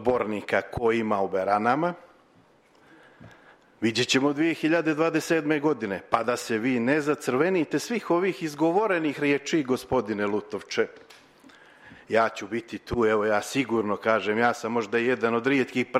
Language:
Serbian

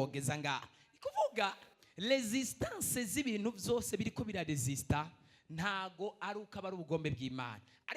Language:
Rundi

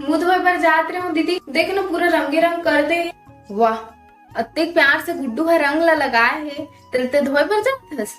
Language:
Chhattisgarhi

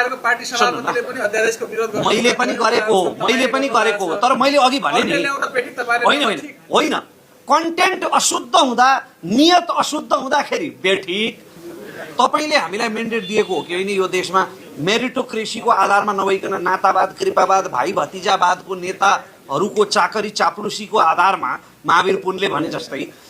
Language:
Nepali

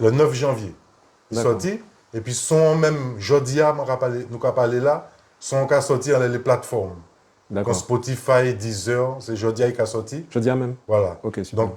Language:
Guadeloupean Creole French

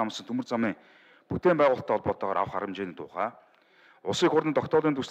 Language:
Mongolian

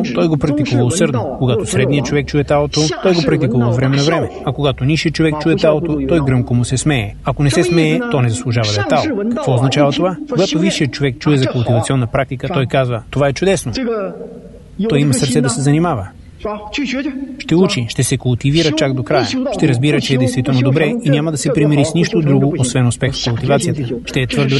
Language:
Bulgarian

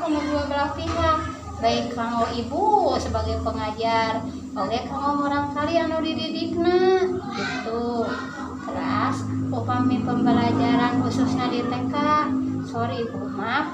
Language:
Sundanese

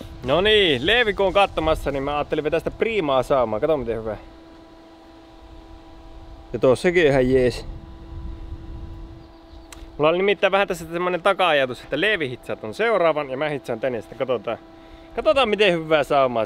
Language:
Finnish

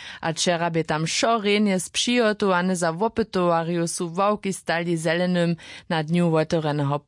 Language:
Upper Sorbian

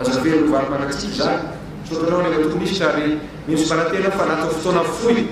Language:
Malagasy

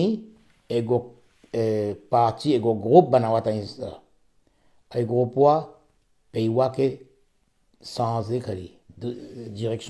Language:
Morisyen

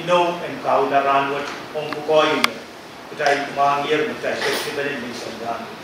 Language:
Pohnpeian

